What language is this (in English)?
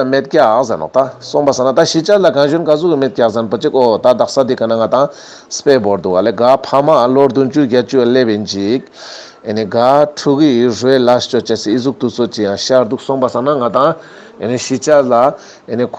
Ladakhi